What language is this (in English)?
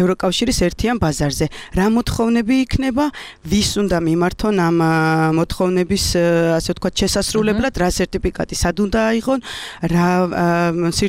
Georgian